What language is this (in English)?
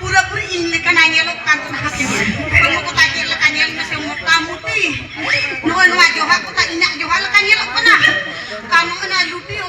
Santali